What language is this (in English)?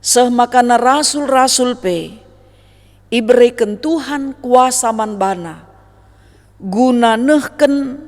Batak Karo